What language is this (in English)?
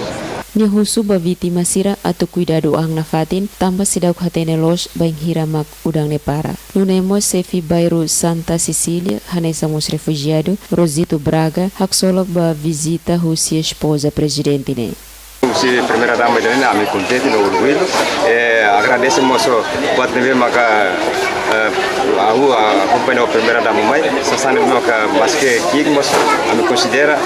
Tetum